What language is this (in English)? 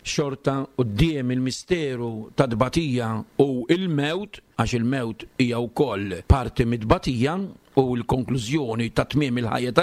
Maltese